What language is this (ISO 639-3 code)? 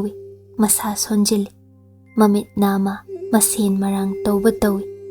mni